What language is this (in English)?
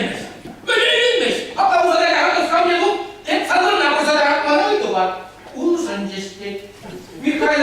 Chuvash